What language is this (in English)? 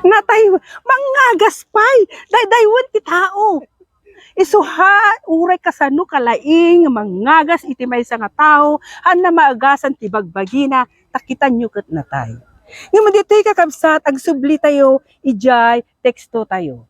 Iloko